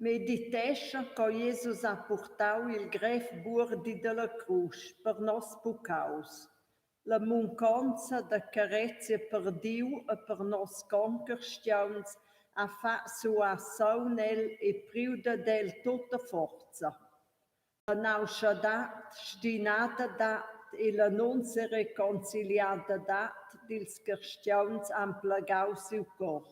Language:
Romansh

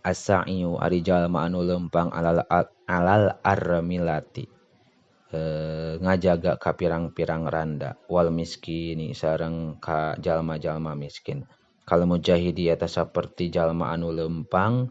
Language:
Sundanese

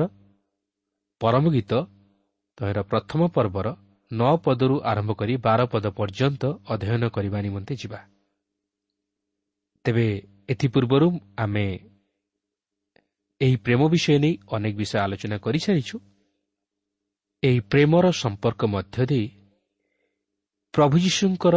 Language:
Odia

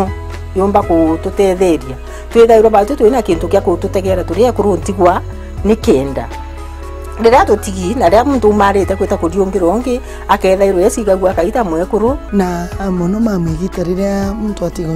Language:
Meru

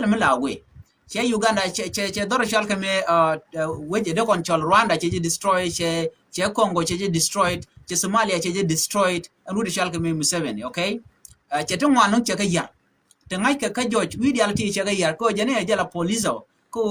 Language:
Nuer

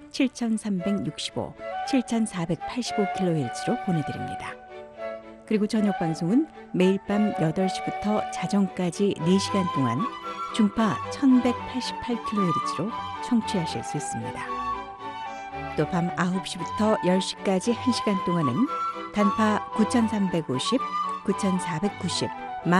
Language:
Korean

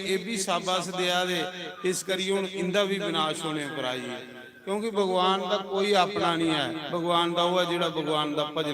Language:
Dogri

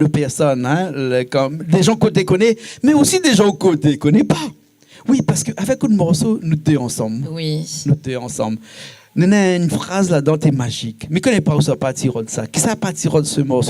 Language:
Réunion Creole French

